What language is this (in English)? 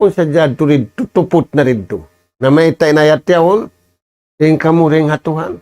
Tausug